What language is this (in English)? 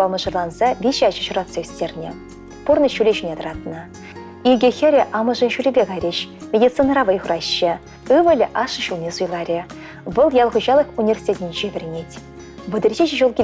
Chuvash